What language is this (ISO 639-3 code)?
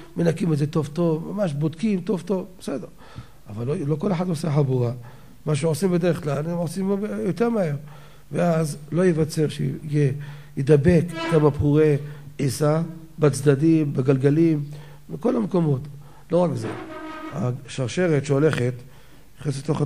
heb